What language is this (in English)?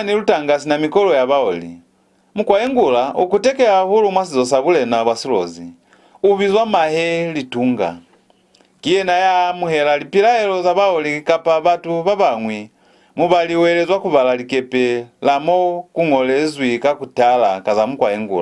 Lozi